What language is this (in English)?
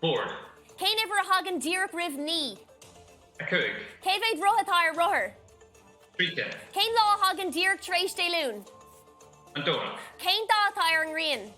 Irish